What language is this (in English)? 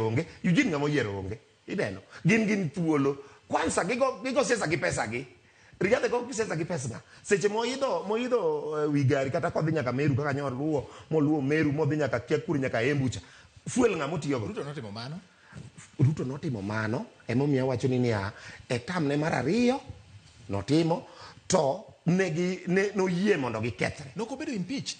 Luo (Kenya and Tanzania)